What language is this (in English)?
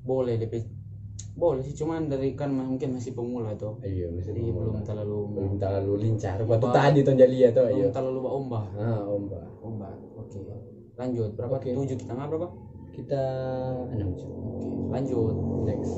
Manado Malay